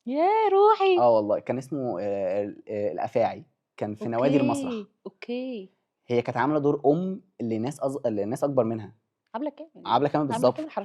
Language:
Egyptian Arabic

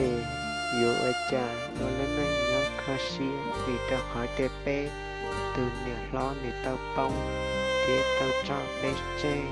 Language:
Hmong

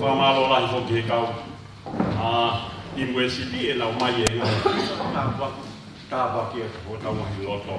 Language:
Tongan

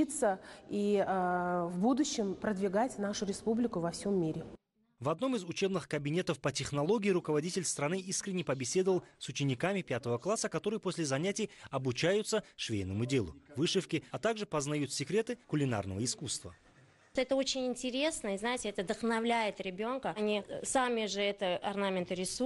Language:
Russian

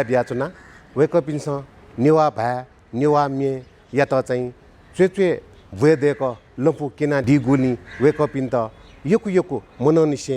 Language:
Newari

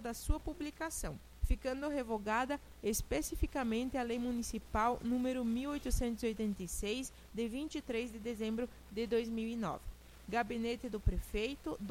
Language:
Portuguese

